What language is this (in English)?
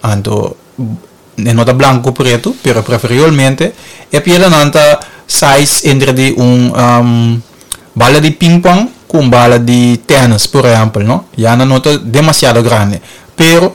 Papiamento